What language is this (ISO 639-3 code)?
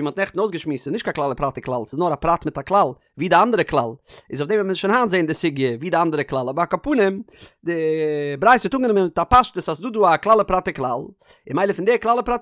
yid